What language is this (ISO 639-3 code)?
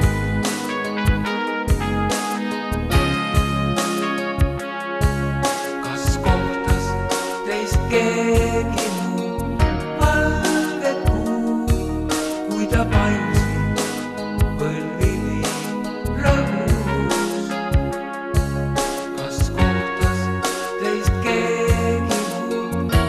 est